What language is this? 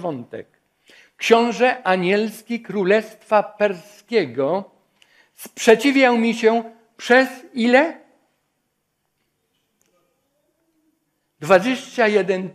Polish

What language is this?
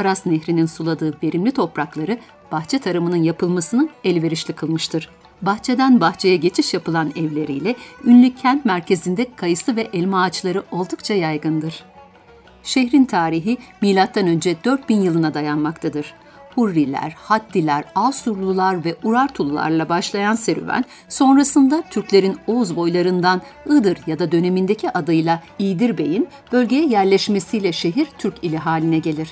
Turkish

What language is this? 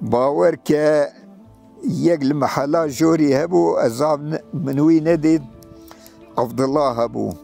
Kurdish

